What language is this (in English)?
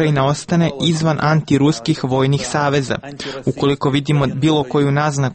Serbian